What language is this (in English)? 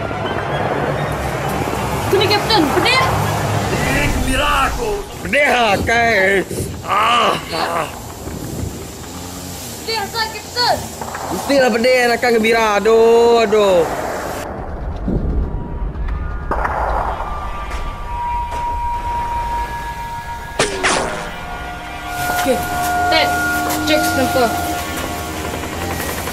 Malay